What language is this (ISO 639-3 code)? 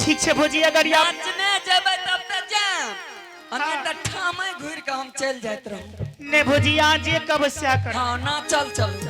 anp